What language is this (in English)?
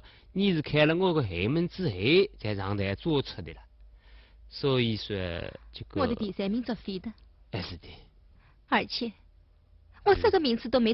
Wu Chinese